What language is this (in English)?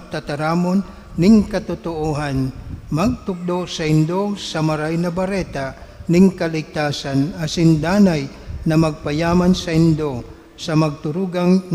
Bikol